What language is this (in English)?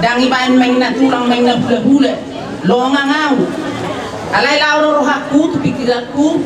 Batak Toba